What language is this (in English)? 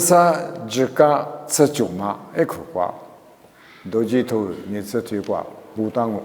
Lisu